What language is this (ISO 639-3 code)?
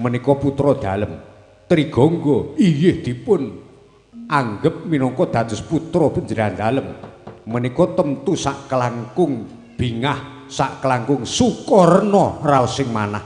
jav